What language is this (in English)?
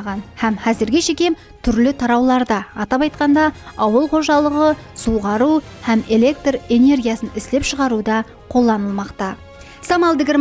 Kara-Kalpak